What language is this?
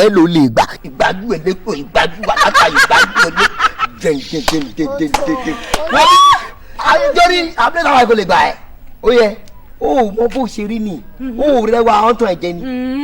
Yoruba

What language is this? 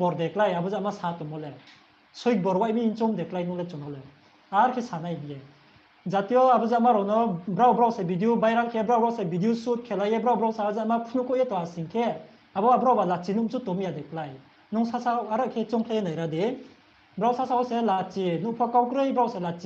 Riang (India)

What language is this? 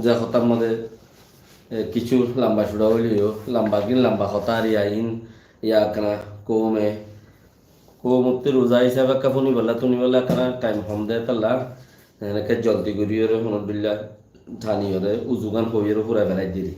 Rohingya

